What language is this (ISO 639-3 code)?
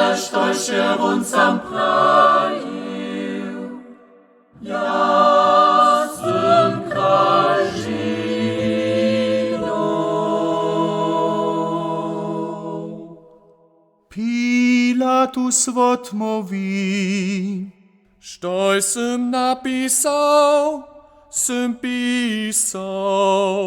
hsb